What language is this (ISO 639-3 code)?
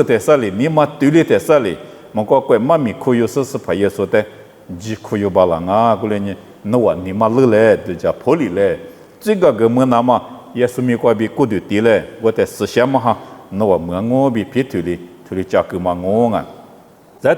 lis